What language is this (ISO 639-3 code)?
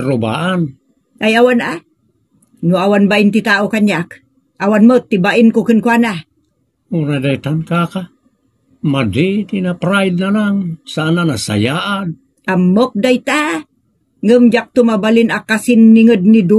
ilo